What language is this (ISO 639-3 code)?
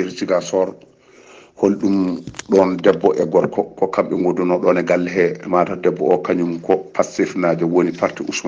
ful